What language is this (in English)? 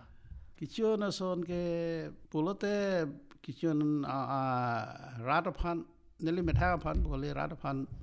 Karbi